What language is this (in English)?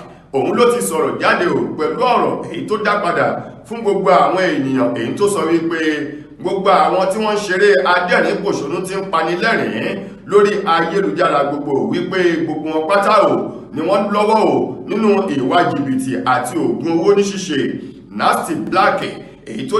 Yoruba